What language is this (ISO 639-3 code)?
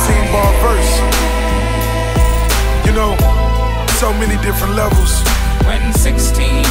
eng